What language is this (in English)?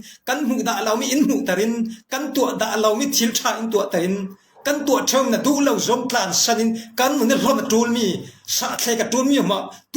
Falam Chin